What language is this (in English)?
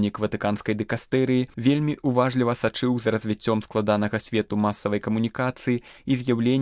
Belarusian